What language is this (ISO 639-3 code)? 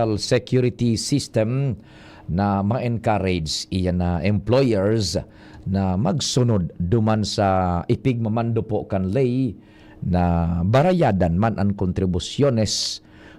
bik